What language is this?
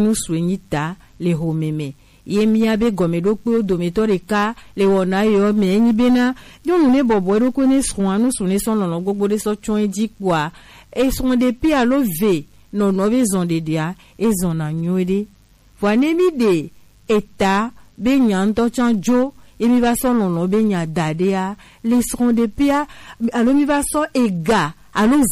Gen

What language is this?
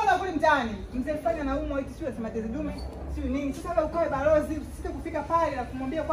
Swahili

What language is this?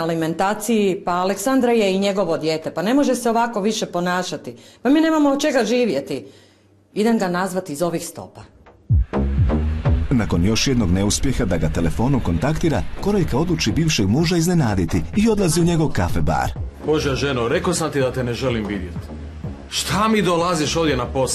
Croatian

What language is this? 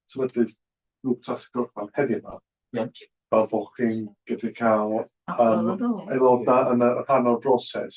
Welsh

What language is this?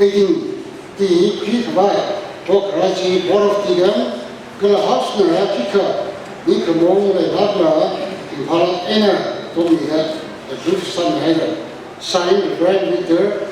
Tangkhul Naga (India)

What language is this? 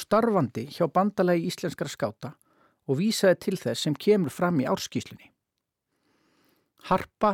Icelandic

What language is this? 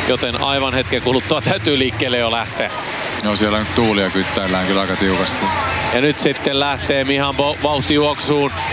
Finnish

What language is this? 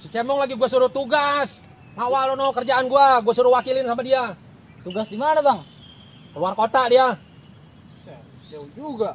Betawi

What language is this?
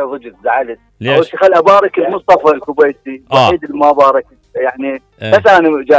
Mesopotamian Arabic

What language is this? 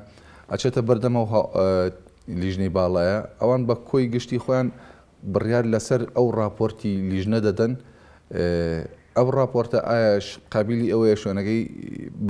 Central Kurdish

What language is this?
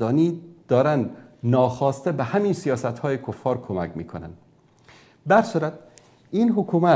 Persian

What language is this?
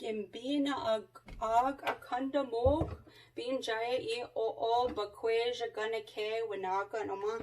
Chippewa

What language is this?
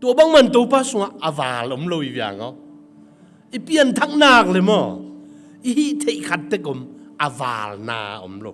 Tedim Chin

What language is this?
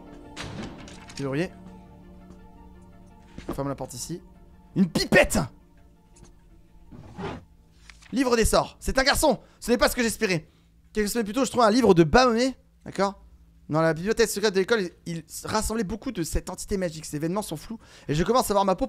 French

